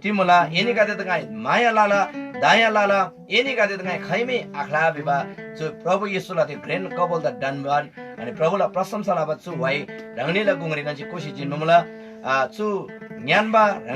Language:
Eastern Tamang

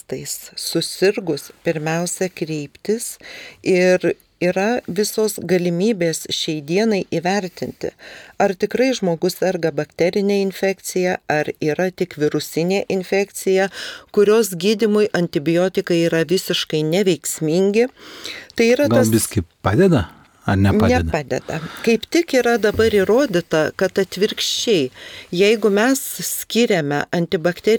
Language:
Lithuanian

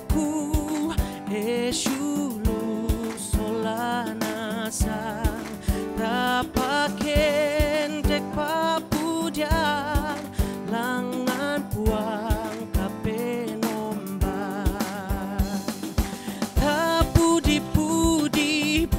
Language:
Toraja-Sa'dan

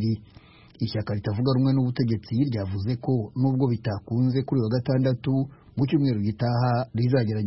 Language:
Kinyarwanda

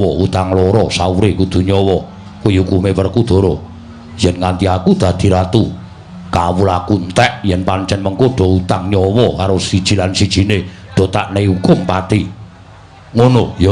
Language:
Javanese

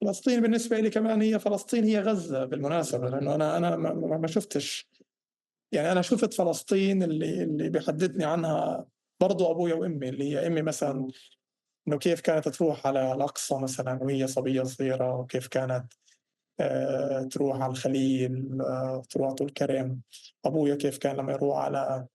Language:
North Levantine Arabic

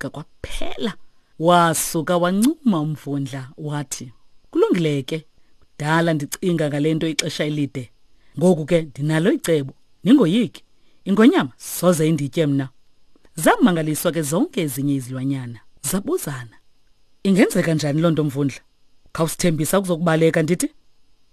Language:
Xhosa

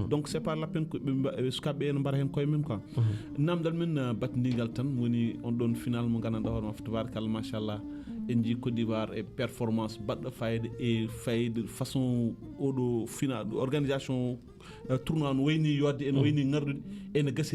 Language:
Fula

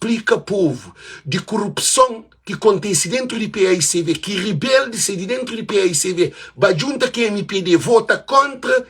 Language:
Kabuverdianu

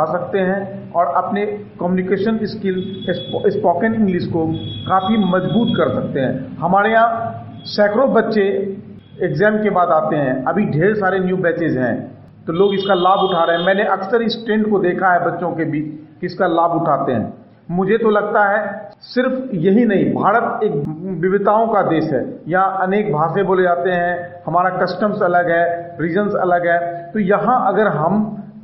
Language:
Hindi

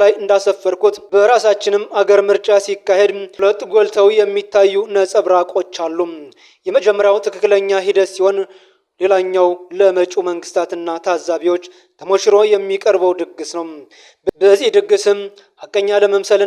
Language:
Amharic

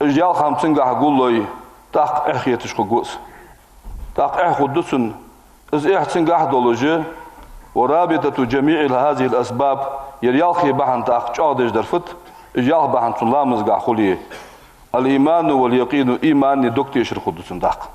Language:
Ingush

